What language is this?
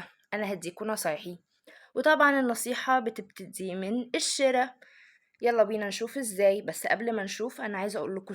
Egyptian Arabic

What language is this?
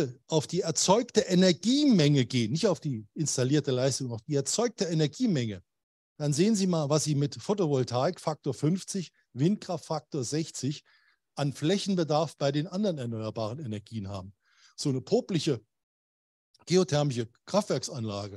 German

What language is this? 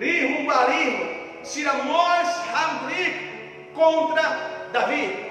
Tetum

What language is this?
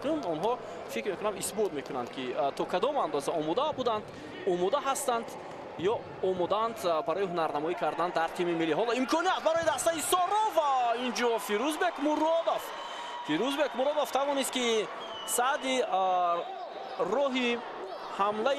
Tajik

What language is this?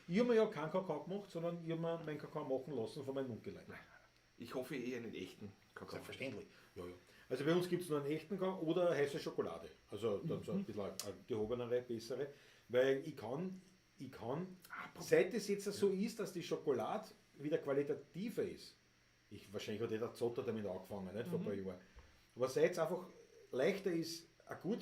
Bavarian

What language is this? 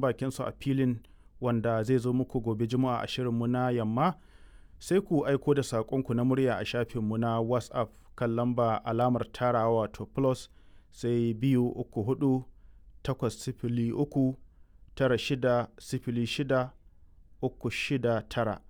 Hausa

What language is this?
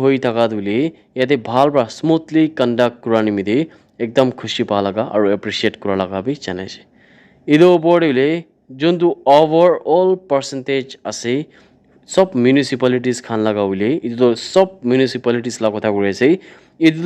Naga Pidgin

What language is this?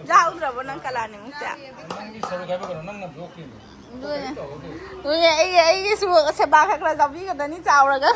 Manipuri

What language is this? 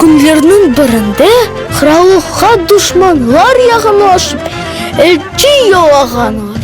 Crimean Tatar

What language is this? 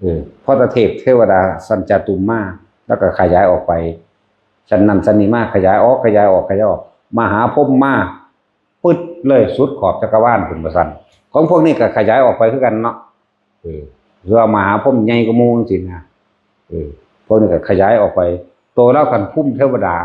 Northeastern Thai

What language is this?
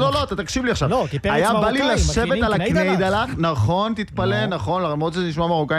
Hebrew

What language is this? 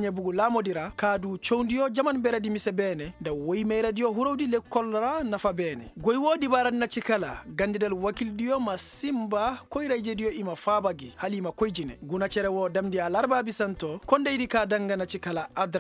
Koyraboro Senni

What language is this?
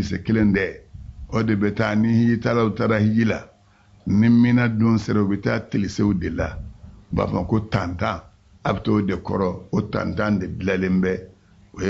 Bambara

